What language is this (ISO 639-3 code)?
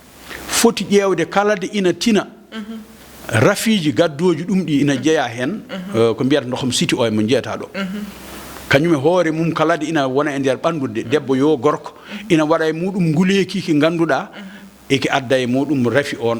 ful